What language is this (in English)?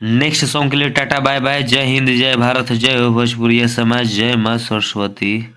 Bhojpuri